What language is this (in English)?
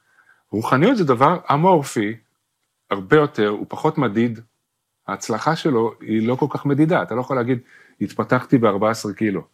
Hebrew